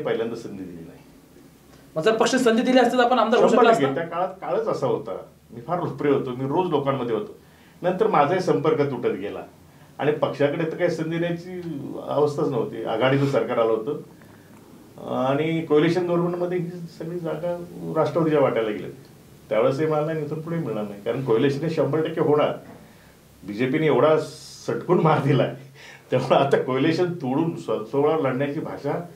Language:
Marathi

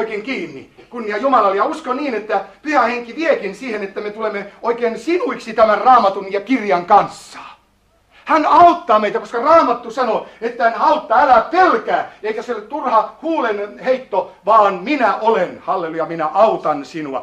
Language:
Finnish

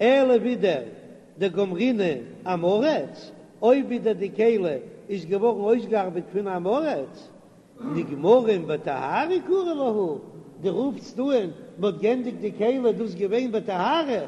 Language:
Yiddish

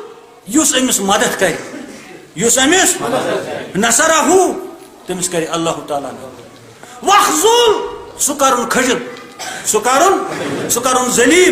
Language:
Kashmiri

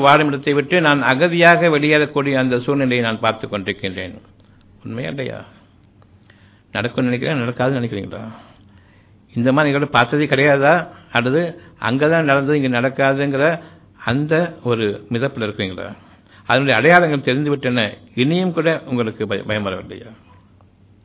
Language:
Tamil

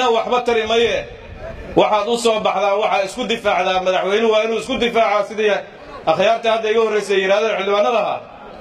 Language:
Somali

